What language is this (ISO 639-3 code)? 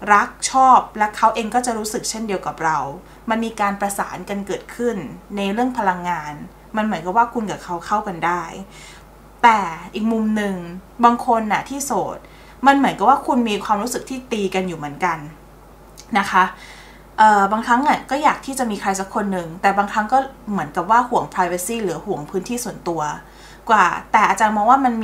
tha